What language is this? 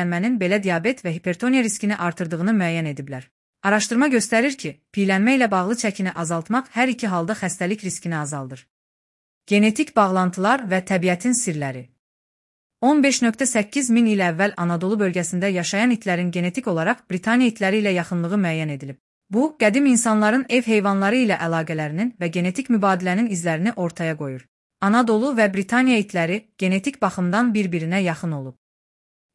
Azerbaijani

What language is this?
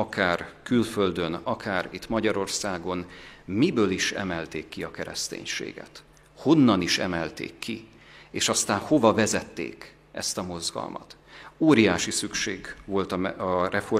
Hungarian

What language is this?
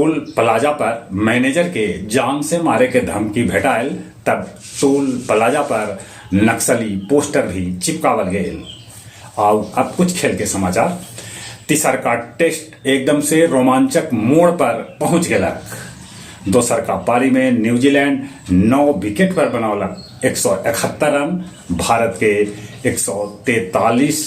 Magahi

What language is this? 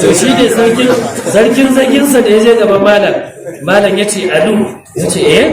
Hausa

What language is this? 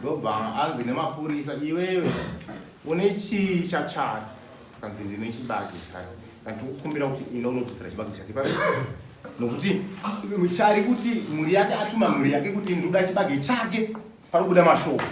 Shona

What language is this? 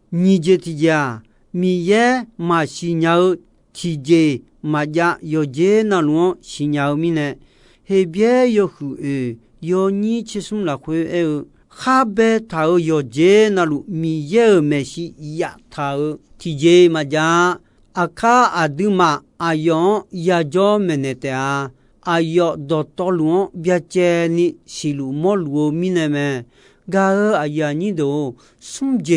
Akha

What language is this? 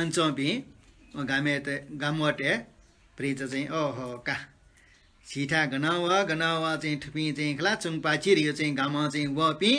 Newari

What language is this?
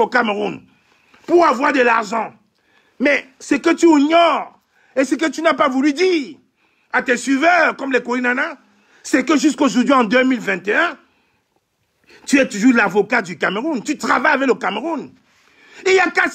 French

